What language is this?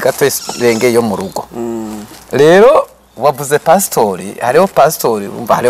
Rundi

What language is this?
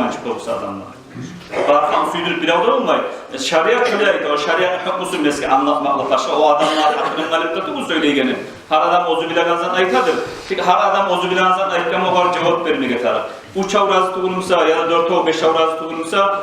Kumyk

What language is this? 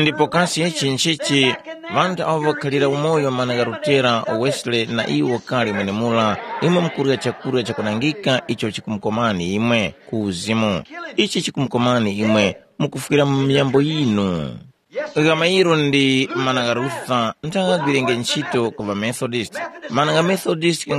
Tumbuka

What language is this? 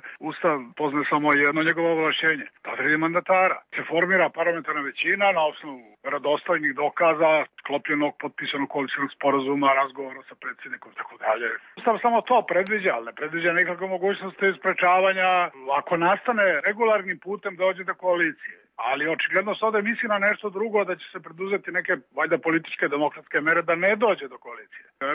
Serbian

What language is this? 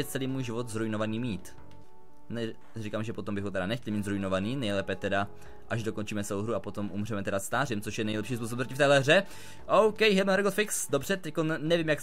Czech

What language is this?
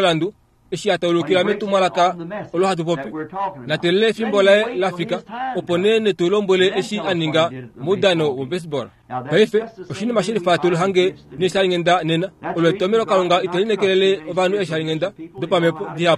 Kuanyama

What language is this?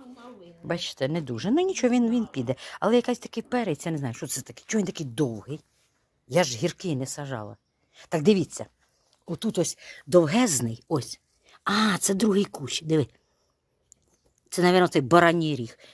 Ukrainian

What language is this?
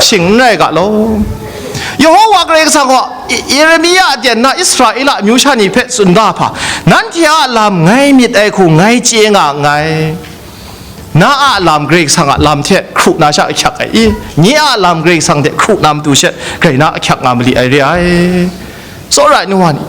Kachin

